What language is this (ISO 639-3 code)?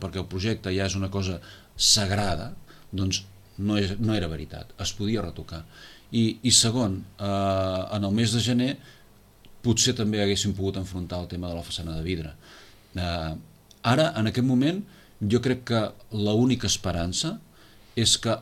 cat